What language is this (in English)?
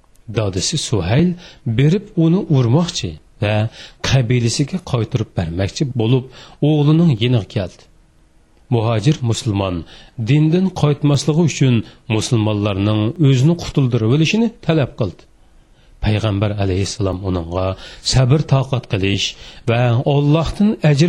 Uyghur